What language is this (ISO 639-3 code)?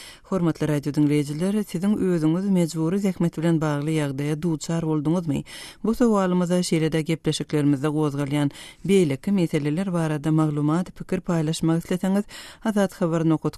tuk